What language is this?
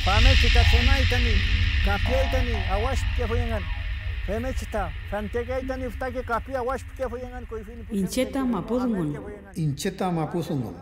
Mapuche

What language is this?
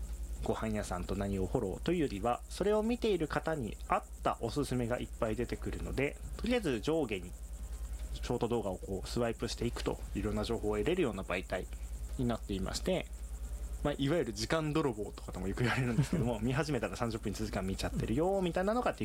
Japanese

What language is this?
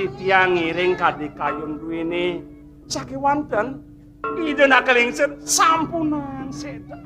Balinese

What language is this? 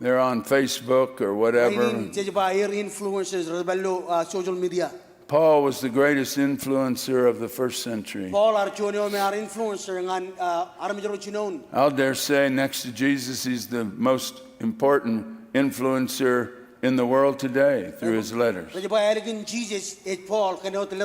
Marshallese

